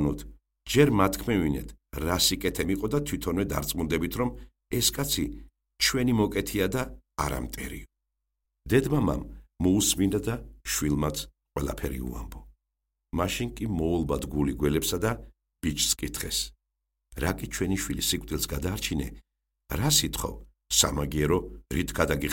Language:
Georgian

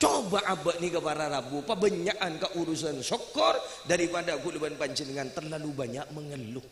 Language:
Madurese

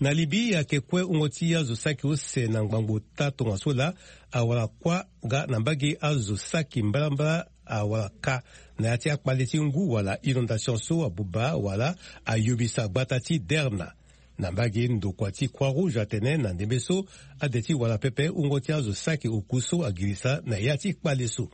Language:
Sango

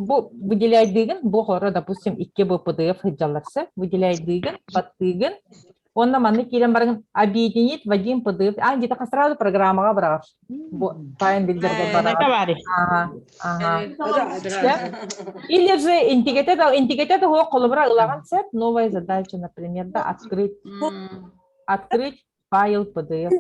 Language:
Yakut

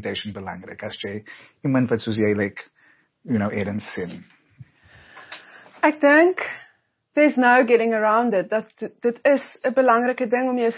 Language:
Afrikaans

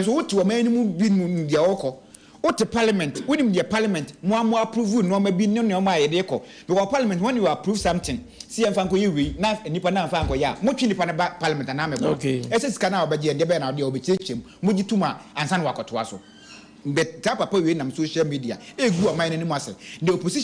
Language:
Akan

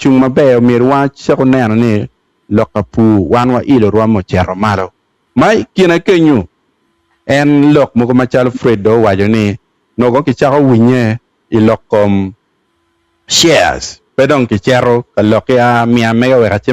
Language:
Acoli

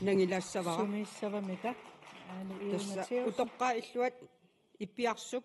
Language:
Kalaallisut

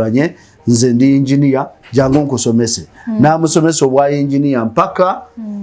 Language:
Ganda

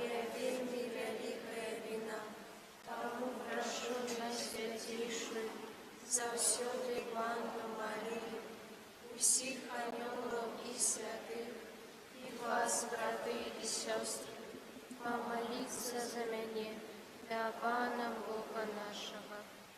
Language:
Belarusian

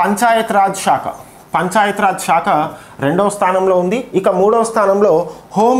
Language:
Telugu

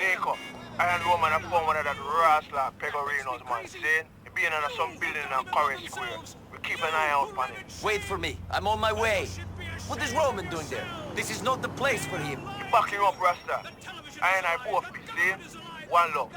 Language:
Bavarian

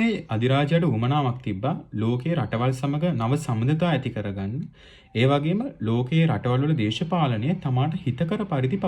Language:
Sinhala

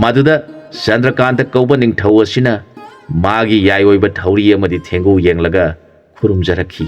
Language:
Manipuri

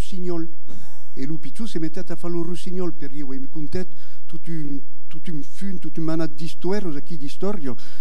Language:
Occitan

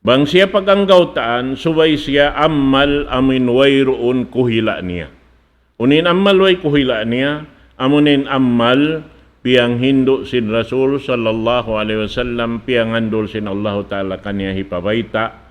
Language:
Tausug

